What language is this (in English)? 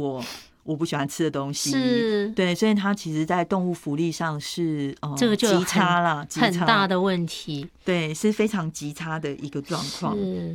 Chinese